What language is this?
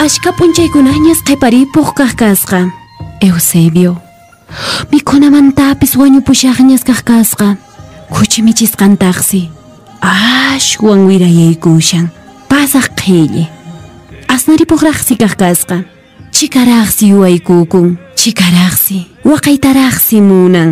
Quechua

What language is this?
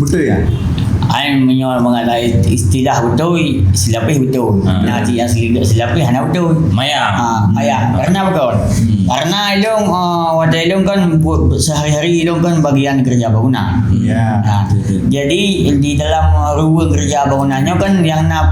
Achinese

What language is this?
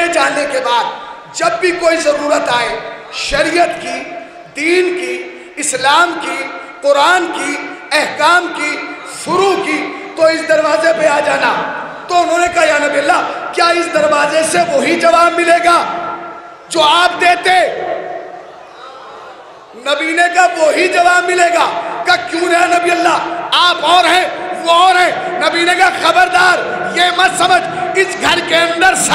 Hindi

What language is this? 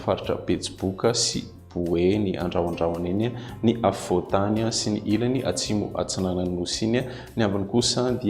Malagasy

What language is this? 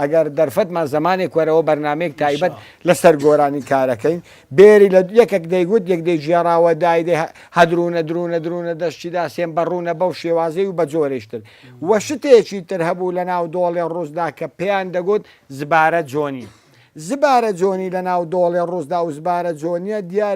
Central Kurdish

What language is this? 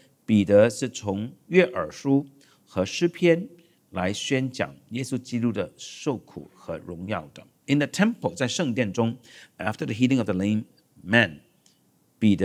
Chinese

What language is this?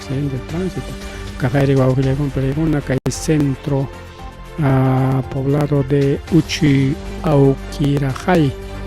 Ayacucho Quechua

